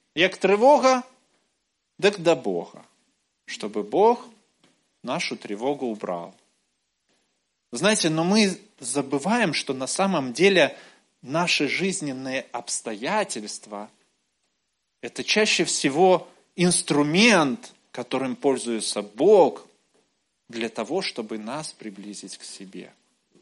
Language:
Russian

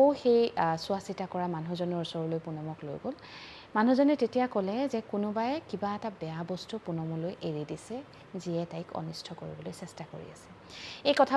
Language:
Assamese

